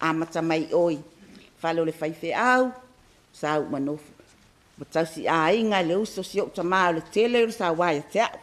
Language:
Samoan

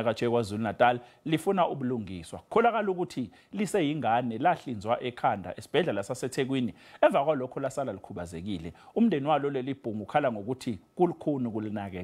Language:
Zulu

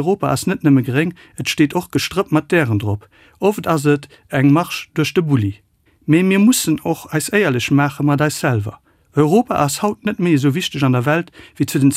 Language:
Luxembourgish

